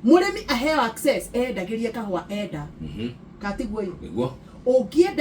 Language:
Kikuyu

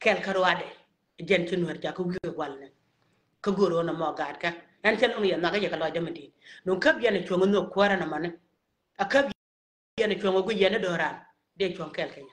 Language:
Nuer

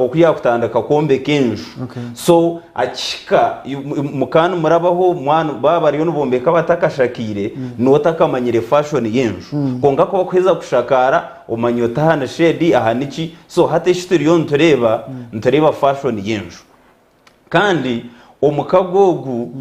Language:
Nyankole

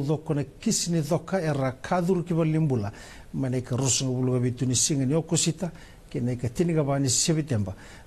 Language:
Fijian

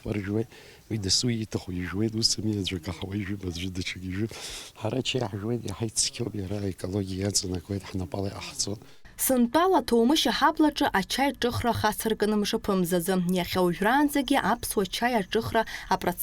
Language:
Abkhazian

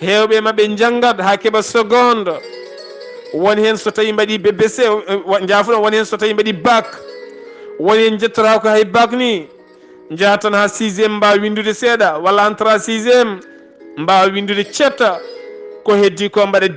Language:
Fula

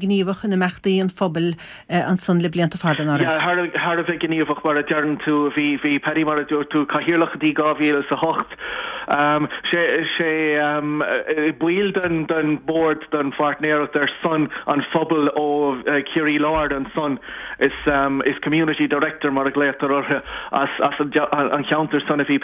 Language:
Irish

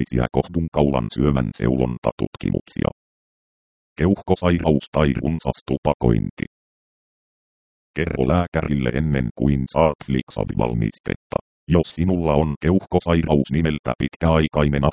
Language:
Finnish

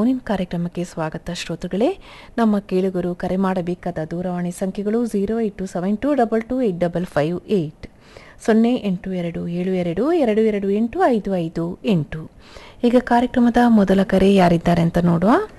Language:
Kannada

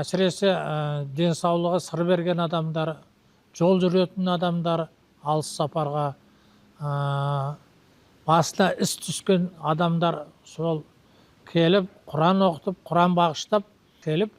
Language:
Kazakh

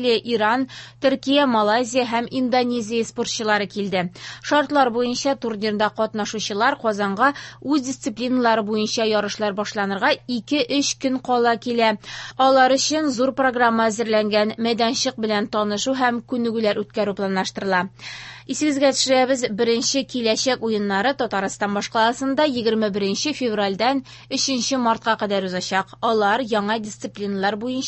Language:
Tatar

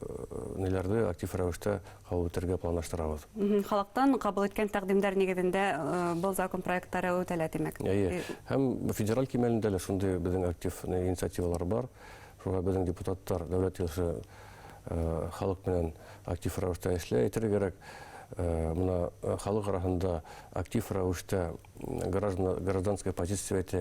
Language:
Bashkir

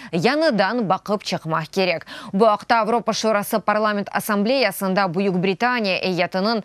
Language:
Crimean Tatar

